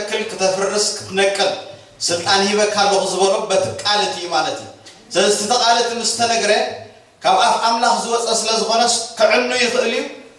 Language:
Tigrinya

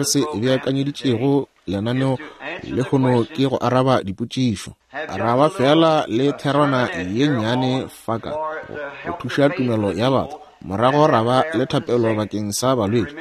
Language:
Northern Sotho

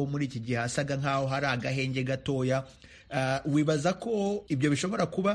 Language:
Kinyarwanda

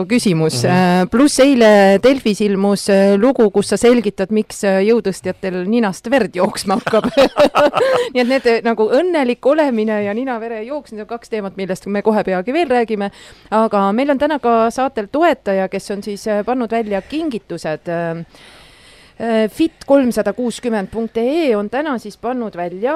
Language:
Estonian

